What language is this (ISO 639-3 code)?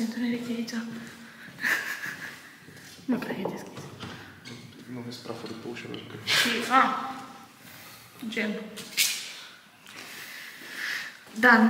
ron